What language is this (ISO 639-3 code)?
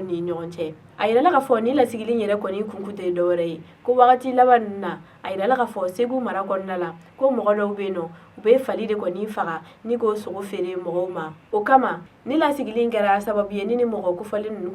bam